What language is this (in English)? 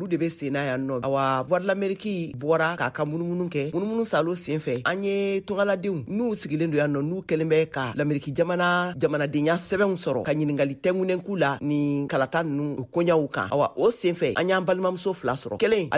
Bambara